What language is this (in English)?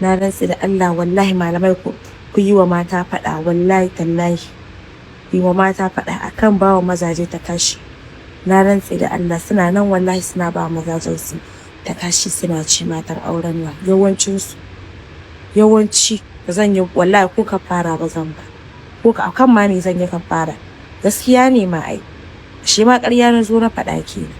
Hausa